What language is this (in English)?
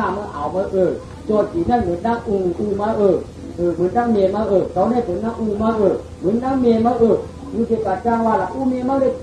Shan